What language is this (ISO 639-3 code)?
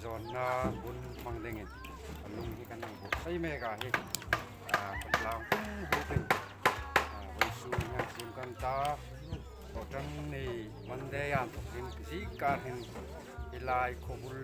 hmr